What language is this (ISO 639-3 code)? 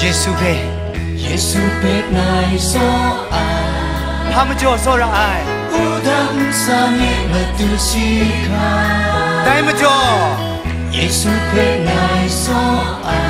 kac